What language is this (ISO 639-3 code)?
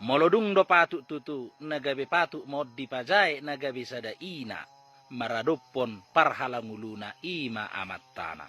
bbc